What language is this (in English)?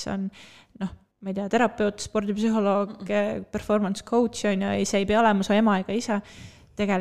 Estonian